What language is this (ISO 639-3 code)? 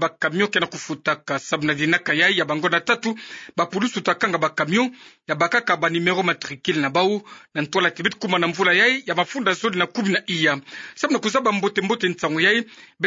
ktu